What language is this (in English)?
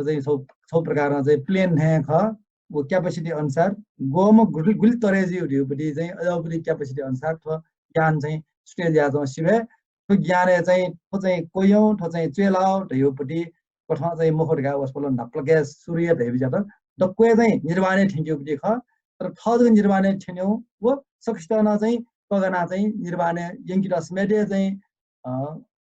Newari